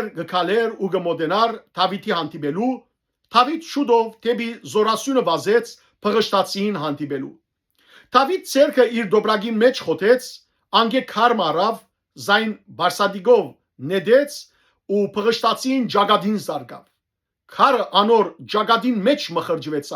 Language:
Western Armenian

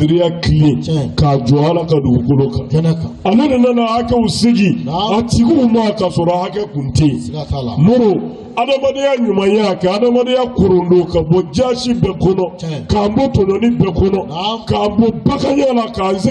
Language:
Bambara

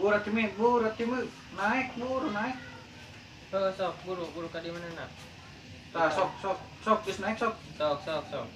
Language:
Sundanese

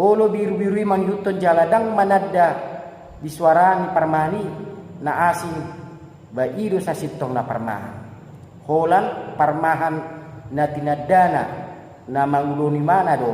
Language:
Batak Toba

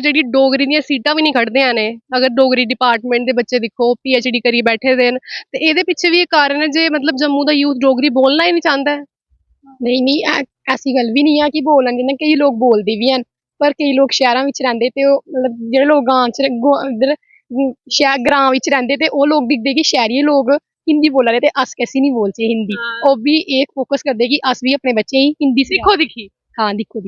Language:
Dogri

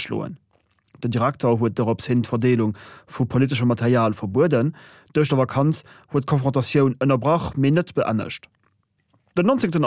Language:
Luxembourgish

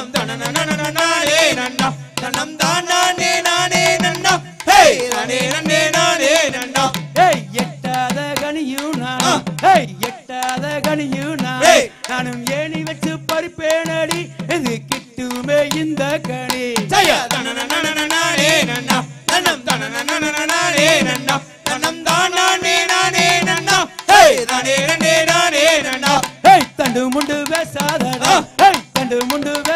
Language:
Tamil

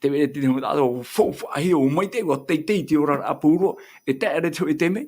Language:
Tahitian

